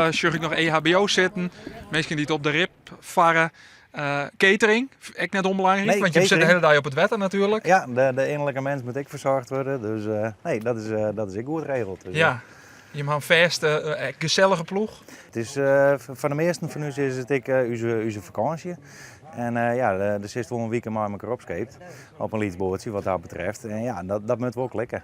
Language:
Western Frisian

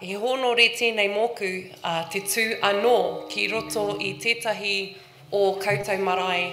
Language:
Māori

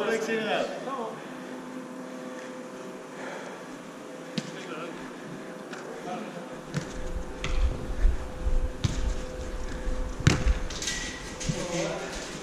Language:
Turkish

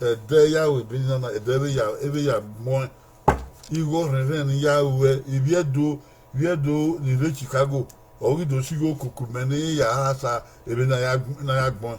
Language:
Bini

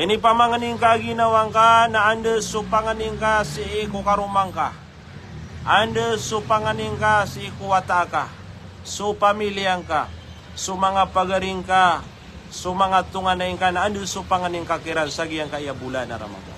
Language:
Maranao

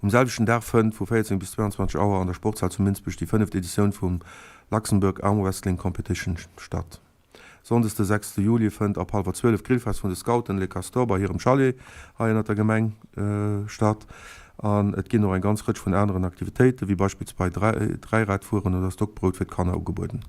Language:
Luxembourgish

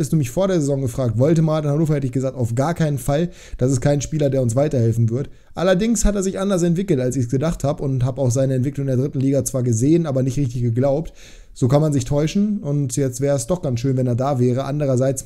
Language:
German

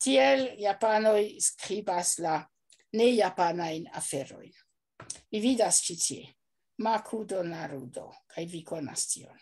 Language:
Esperanto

